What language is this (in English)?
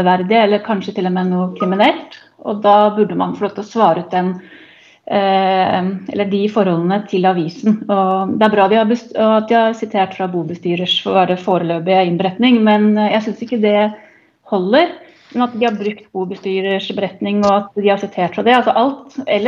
Norwegian